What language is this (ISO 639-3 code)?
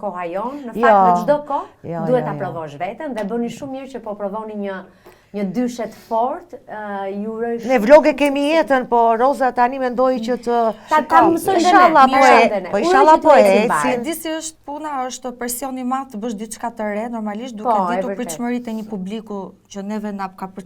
sqi